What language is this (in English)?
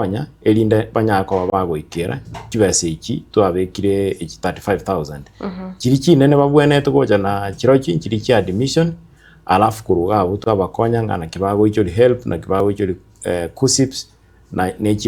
Gusii